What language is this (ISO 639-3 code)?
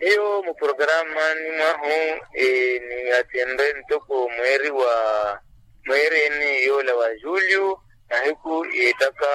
vmw